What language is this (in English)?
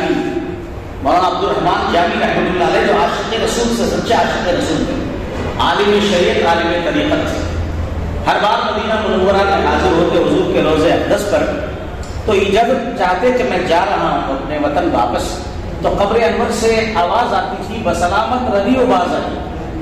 Urdu